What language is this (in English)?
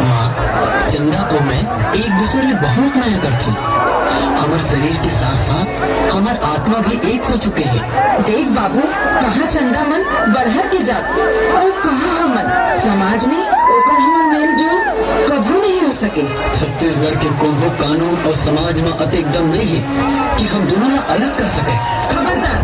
Chhattisgarhi